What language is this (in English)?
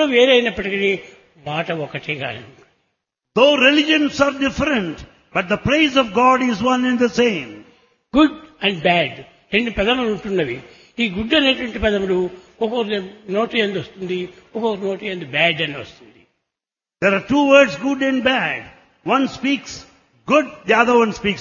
Telugu